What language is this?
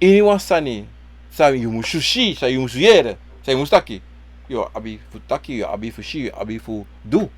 Sranan Tongo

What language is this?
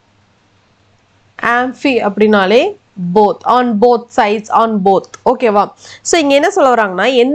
Tamil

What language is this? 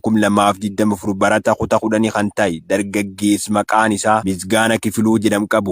Oromo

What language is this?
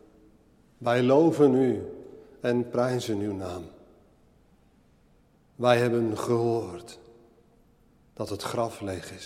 Dutch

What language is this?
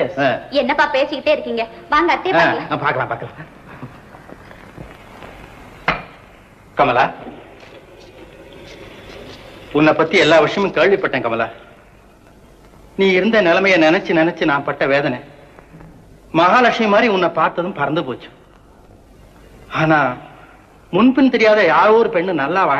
Tamil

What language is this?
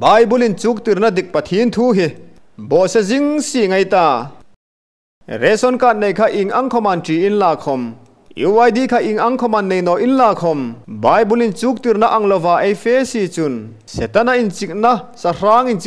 Hmar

